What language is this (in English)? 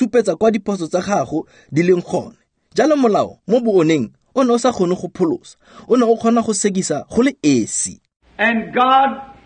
Tswana